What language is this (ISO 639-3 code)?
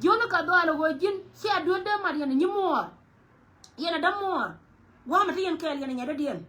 nus